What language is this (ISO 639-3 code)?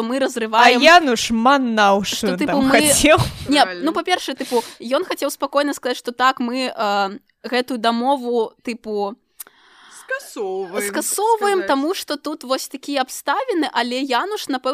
bel